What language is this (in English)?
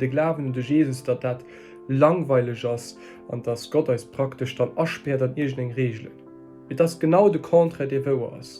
Luxembourgish